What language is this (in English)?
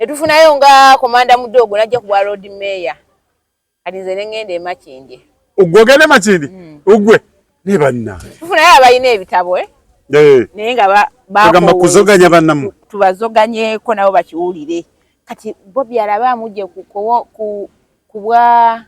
Ganda